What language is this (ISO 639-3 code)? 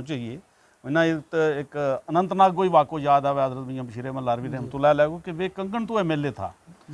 gju